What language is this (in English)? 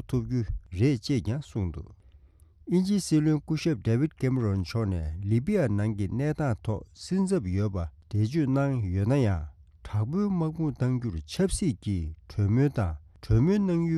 Tibetan